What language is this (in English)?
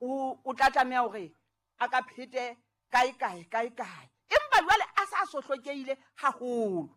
Southern Sotho